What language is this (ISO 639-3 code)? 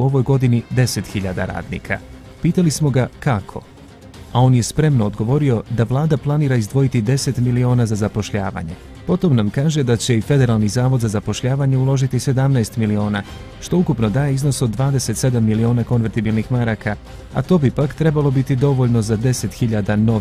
bos